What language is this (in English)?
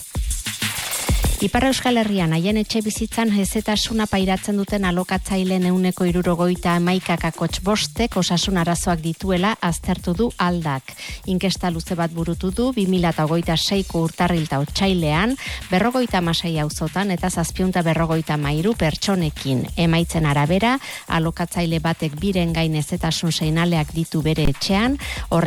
Basque